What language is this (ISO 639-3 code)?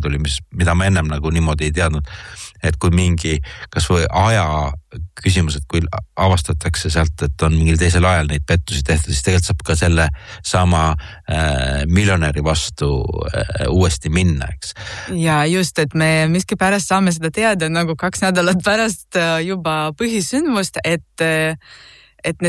est